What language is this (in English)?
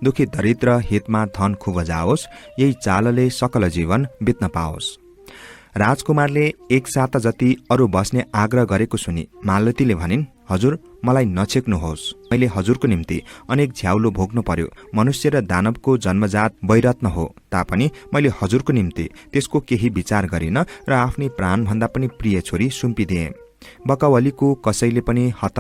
Nepali